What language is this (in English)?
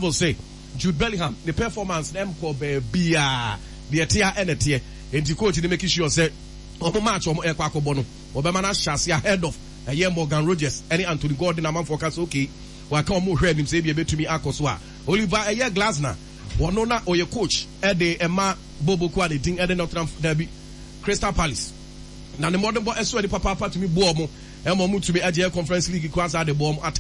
Akan